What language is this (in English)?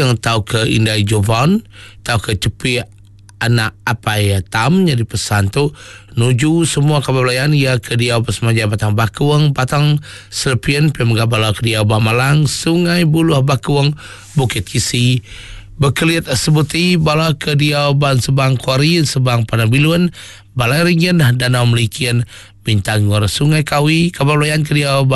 Iban